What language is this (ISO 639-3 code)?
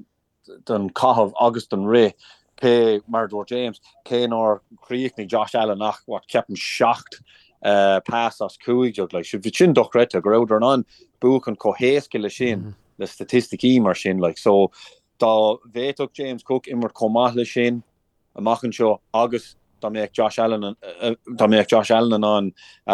gle